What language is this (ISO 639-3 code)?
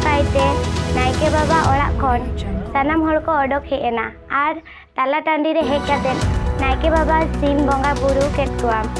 sat